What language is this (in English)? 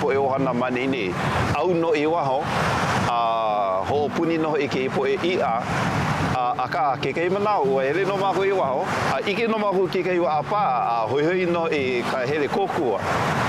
Hawaiian